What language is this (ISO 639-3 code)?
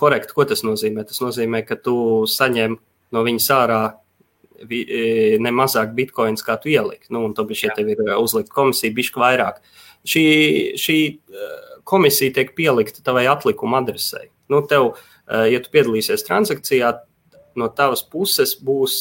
lav